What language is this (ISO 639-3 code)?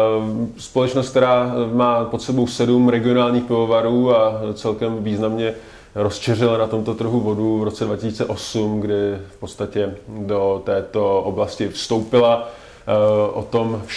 ces